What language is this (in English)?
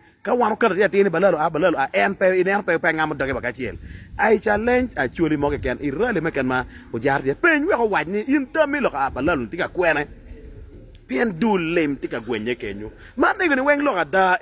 Acoli